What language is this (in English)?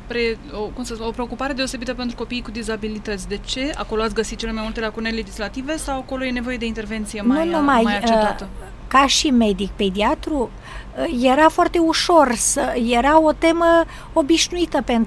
Romanian